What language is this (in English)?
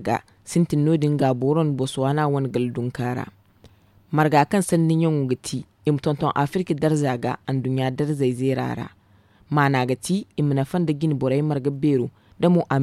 Zarma